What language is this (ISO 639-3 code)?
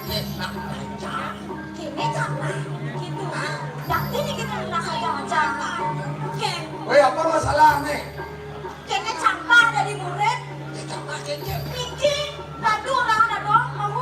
ban